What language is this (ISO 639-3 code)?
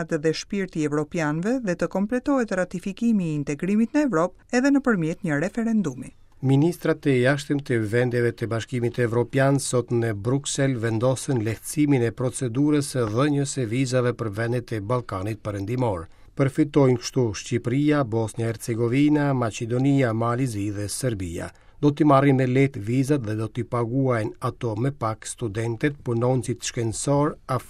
sqi